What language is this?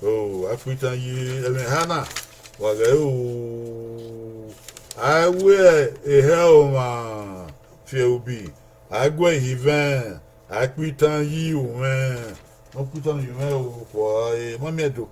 Bini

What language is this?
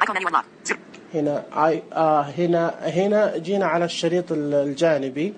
Najdi Arabic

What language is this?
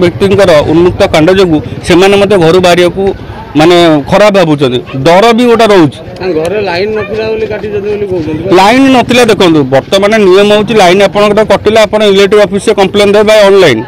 Odia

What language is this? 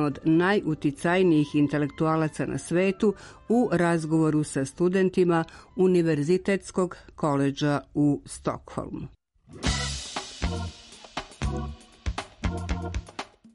Serbian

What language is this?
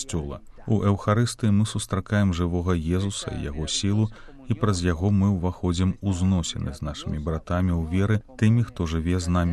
Belarusian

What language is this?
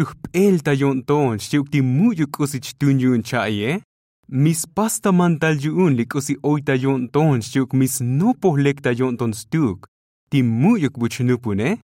Tzotzil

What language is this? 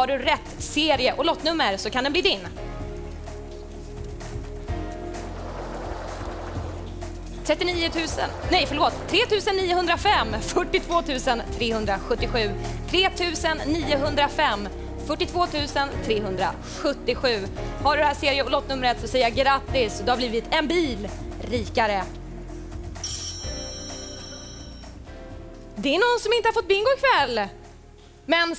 Swedish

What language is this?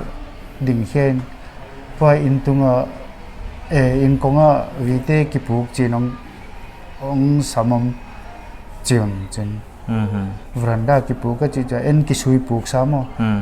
Paite Chin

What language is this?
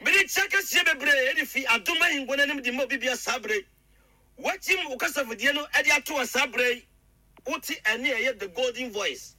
Akan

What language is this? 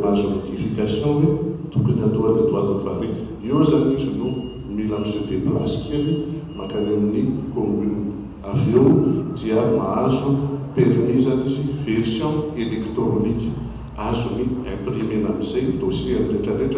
Malagasy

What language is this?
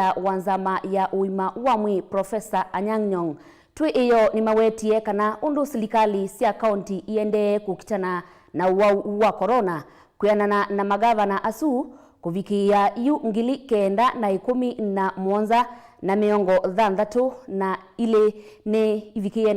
Kamba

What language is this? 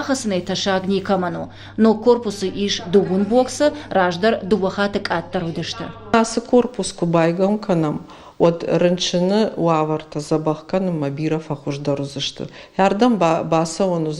Ossetic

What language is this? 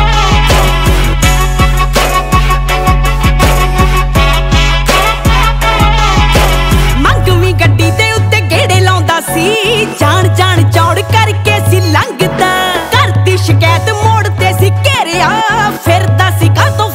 Punjabi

